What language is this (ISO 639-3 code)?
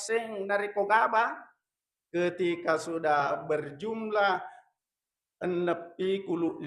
bug